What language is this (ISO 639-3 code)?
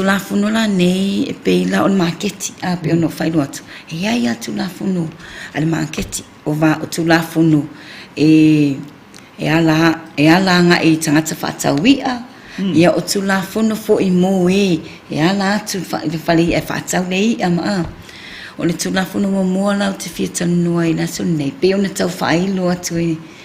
smo